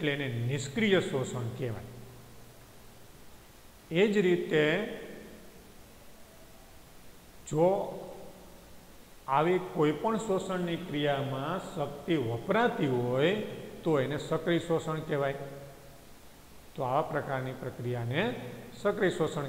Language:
Gujarati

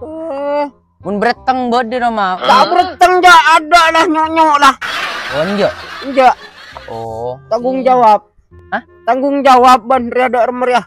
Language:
Madurese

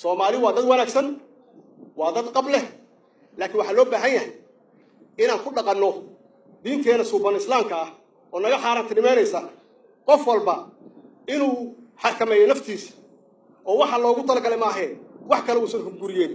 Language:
Somali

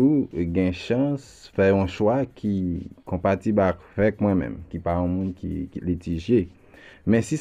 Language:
Haitian Creole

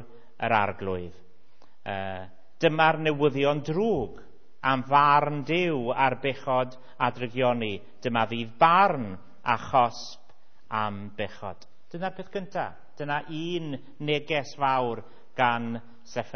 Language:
Welsh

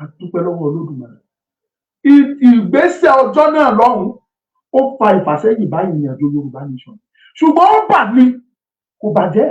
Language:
Yoruba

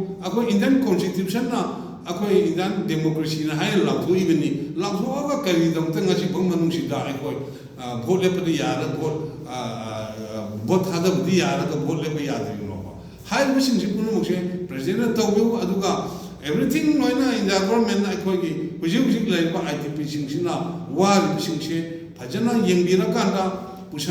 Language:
Manipuri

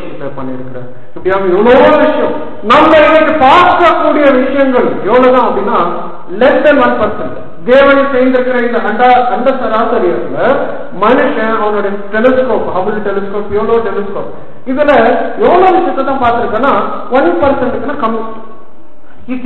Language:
Tamil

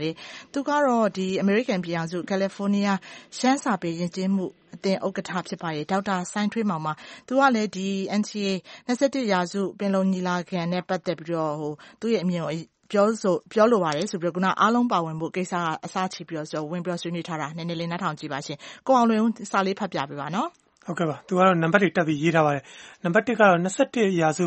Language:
Burmese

